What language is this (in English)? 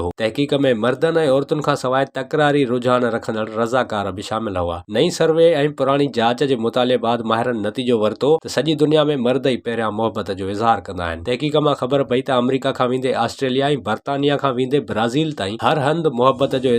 Sindhi